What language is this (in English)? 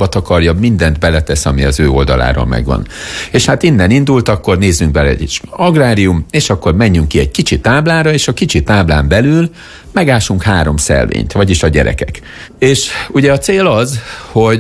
Hungarian